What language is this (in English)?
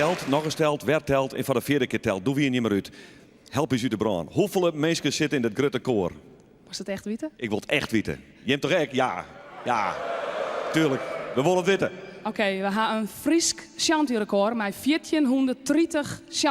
Western Frisian